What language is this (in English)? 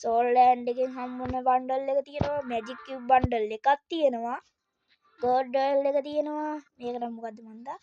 Sinhala